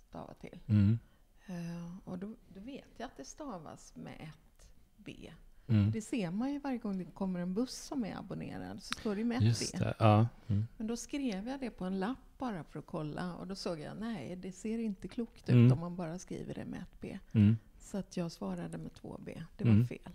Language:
Swedish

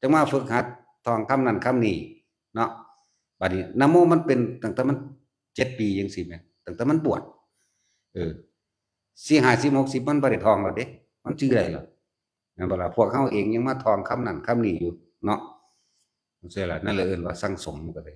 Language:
Northeastern Thai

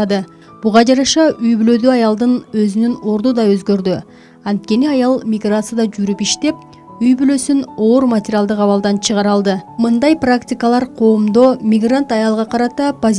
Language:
Kyrgyz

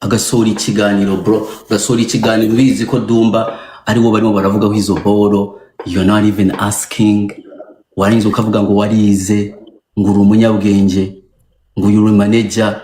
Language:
Kinyarwanda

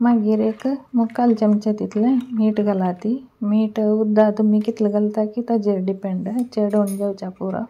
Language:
Konkani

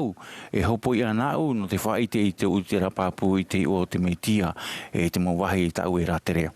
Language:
Tahitian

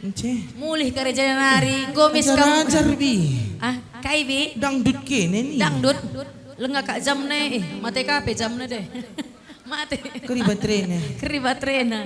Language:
Batak Karo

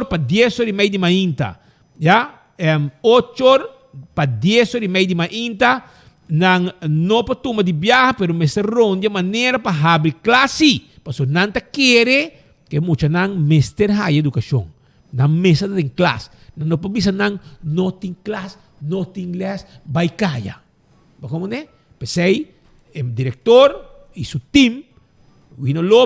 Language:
Papiamento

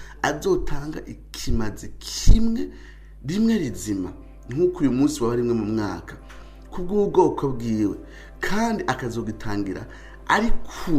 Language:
Rundi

